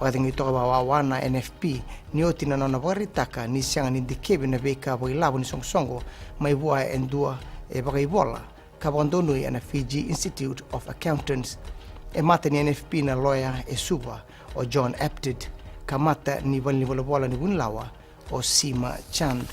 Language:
Fijian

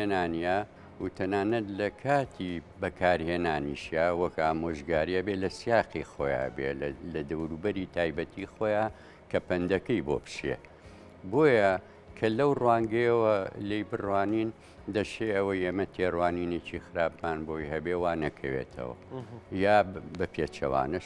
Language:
Central Kurdish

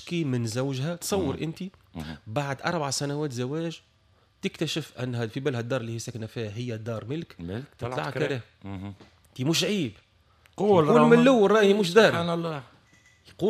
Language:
Tunisian Arabic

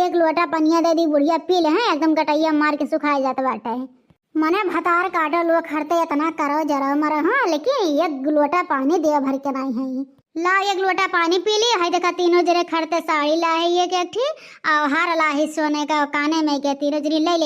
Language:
Awadhi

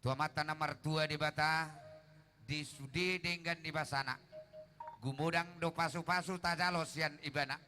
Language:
Batak Toba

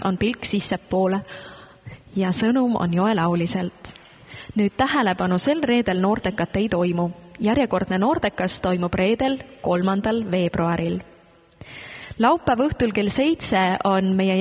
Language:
Estonian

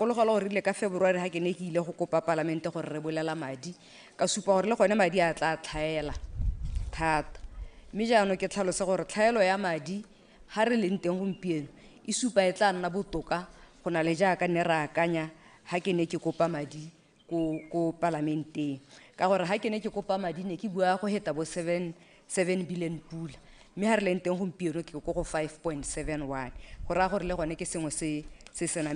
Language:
Tswana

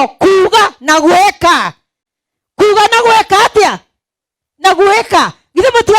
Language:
Kikuyu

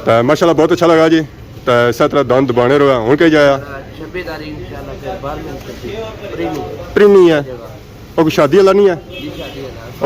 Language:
Pahari-Potwari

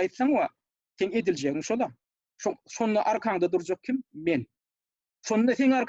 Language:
Turkmen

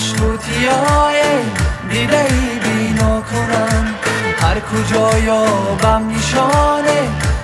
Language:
Tajik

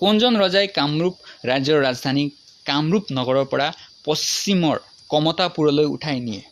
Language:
Assamese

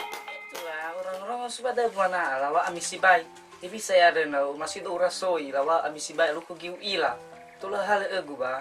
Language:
Nias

